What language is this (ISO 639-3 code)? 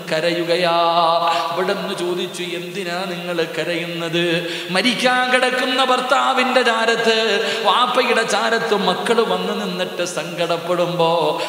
mal